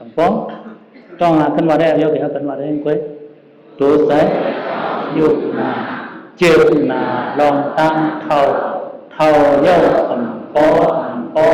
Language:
Shan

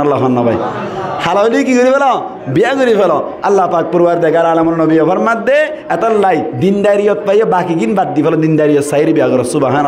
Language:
Rohingya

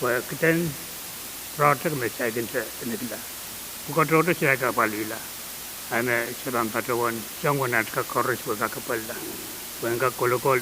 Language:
Pohnpeian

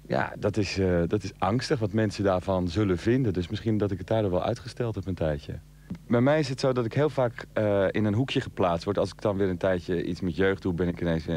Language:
Dutch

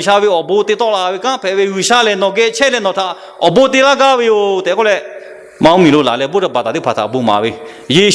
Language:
Lahu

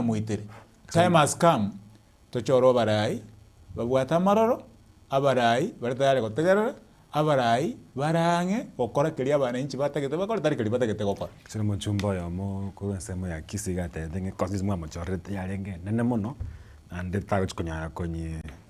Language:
Gusii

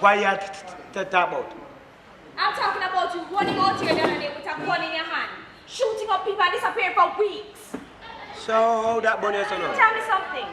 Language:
Jamaican Creole English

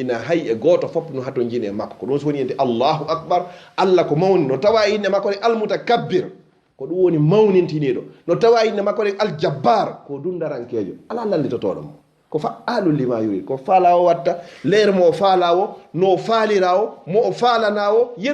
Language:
Fula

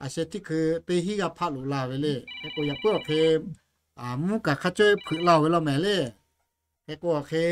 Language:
Lahu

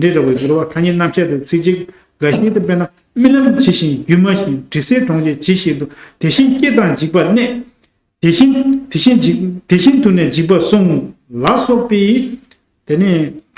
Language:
Tibetan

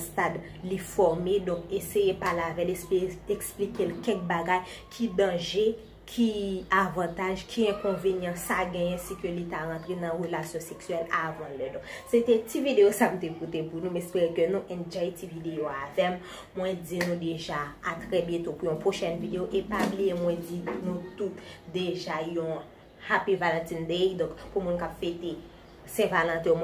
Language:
Haitian Creole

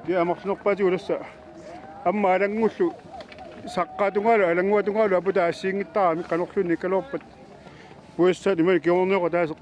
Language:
Kalaallisut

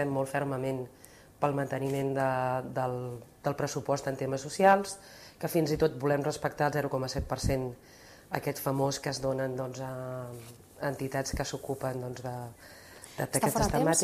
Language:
Catalan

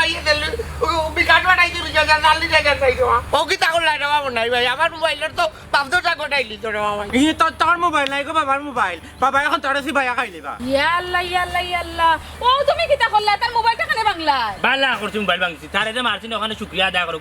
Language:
Sylheti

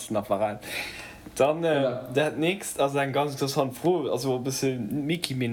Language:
Luxembourgish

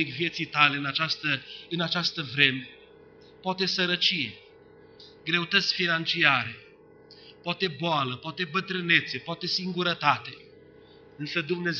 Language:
Romanian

